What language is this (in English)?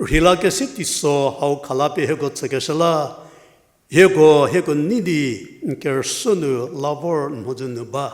Angami Naga